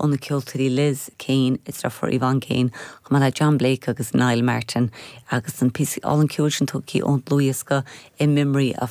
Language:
Irish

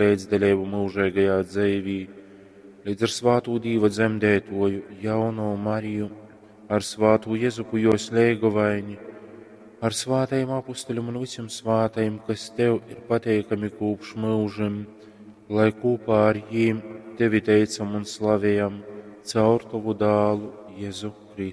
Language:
Latgalian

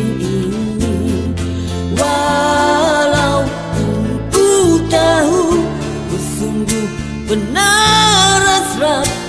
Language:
Indonesian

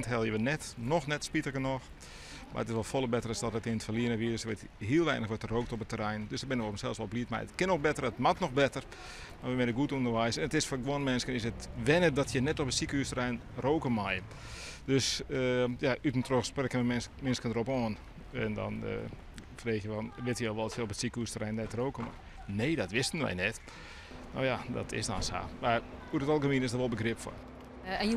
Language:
Western Frisian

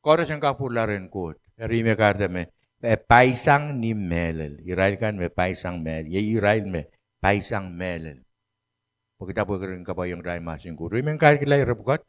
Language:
Pohnpeian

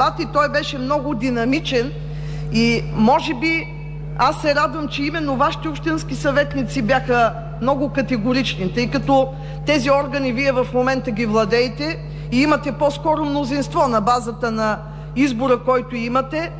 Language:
Bulgarian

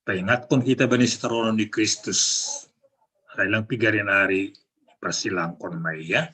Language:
Batak Simalungun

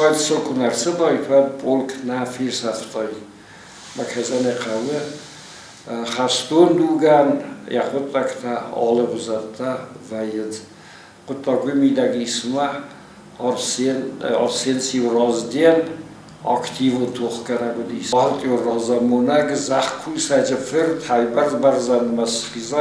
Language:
Ossetic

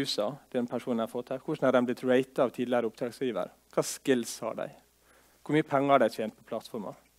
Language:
Norwegian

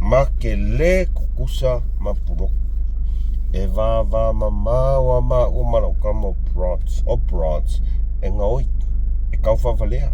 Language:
Samoan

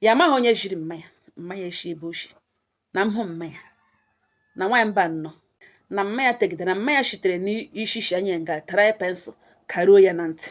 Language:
Igbo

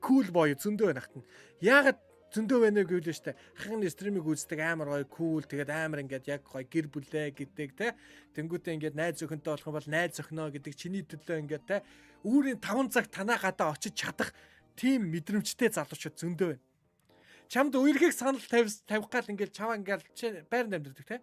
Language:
Mongolian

